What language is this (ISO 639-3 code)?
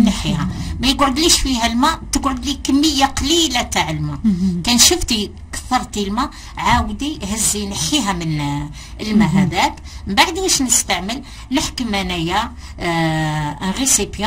arq